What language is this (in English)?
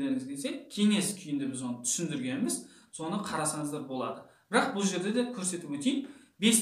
Kazakh